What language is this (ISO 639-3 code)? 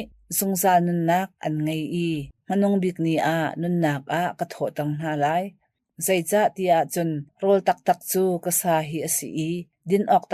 cnh